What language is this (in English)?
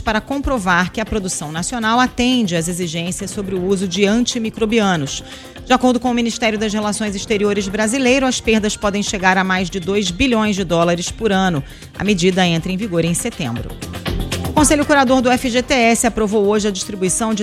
Portuguese